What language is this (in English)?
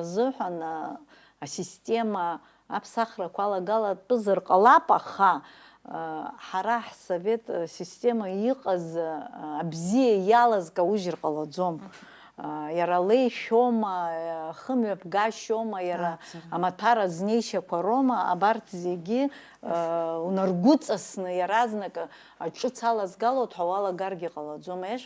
Abkhazian